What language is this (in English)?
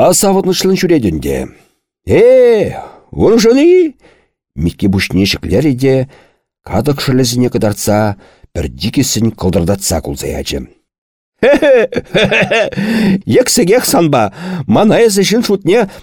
Chuvash